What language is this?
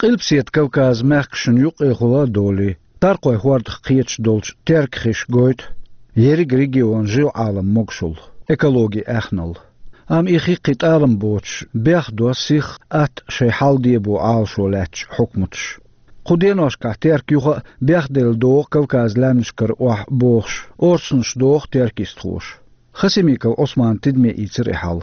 Chechen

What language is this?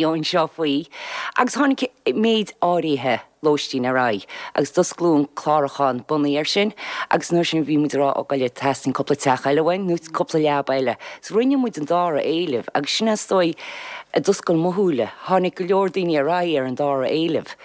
Irish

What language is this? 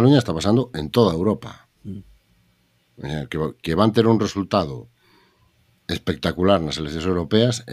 Galician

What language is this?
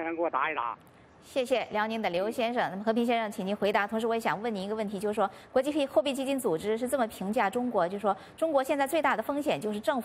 Chinese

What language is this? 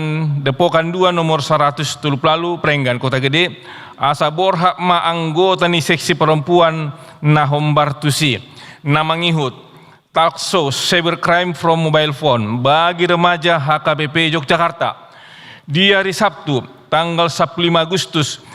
Batak Toba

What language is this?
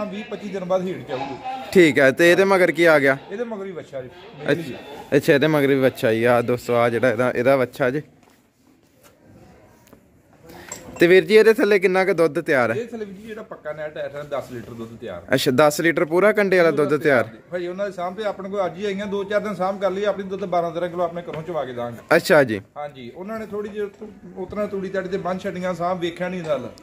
Punjabi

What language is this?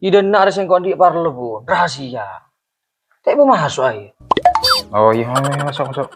Madurese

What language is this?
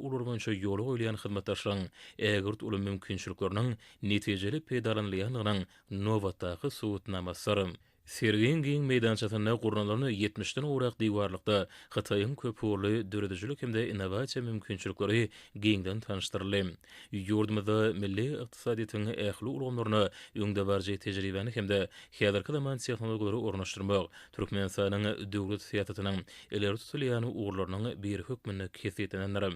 Turkmen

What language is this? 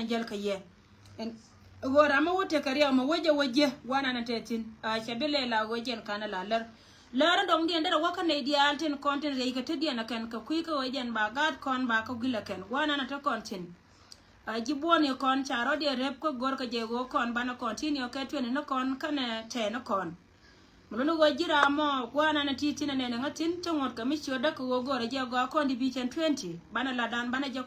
Nuer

